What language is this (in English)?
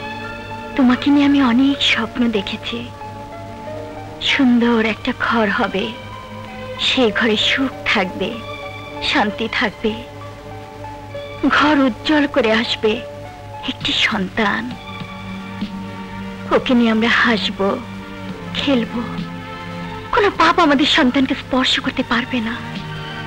Bangla